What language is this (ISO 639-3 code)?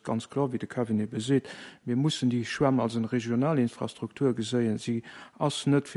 ltz